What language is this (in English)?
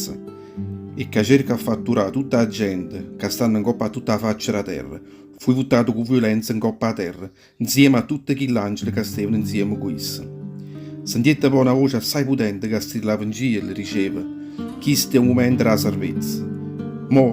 Neapolitan